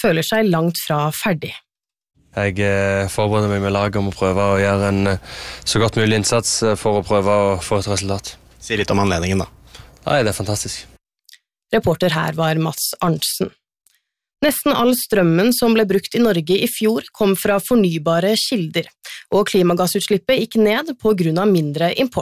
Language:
Norwegian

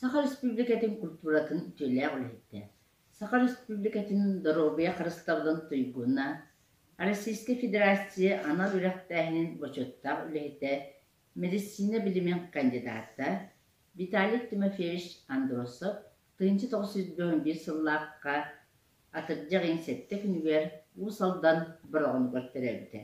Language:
Yakut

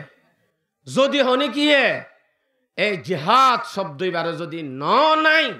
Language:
Rohingya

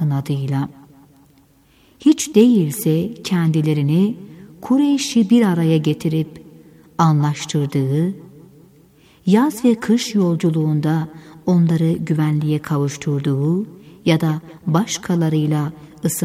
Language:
Turkish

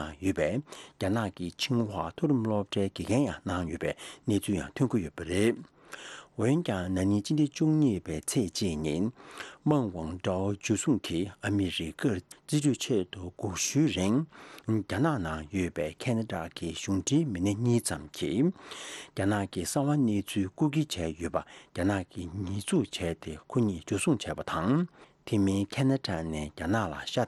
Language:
Tibetan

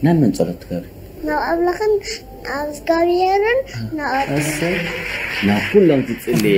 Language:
Tigrinya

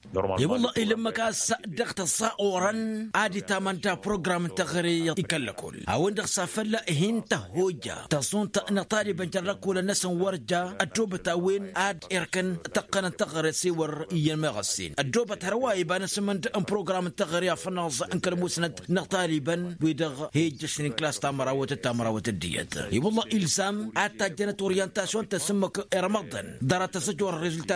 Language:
Tamasheq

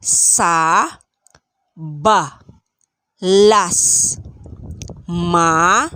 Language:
Pangasinan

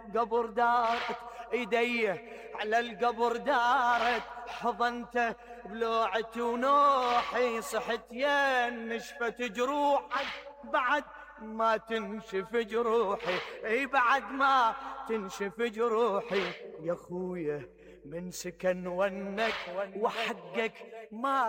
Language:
Mesopotamian Arabic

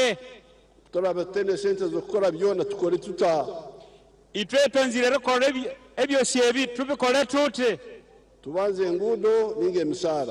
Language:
Nyankole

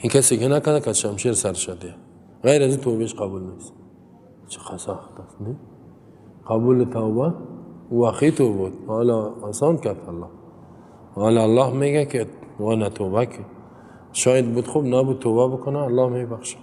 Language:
Persian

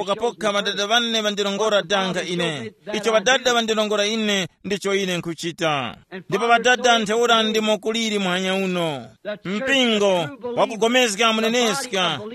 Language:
Tumbuka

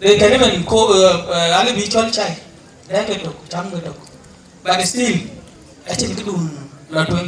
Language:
Dinka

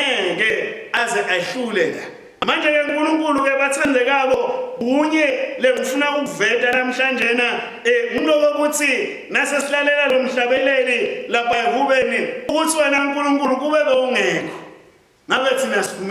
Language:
Swati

